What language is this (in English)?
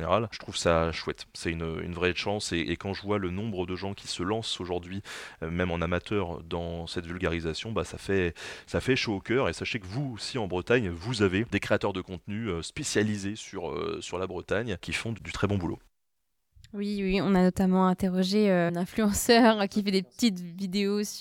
French